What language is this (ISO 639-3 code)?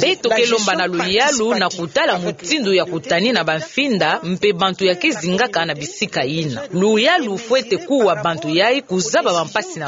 ktu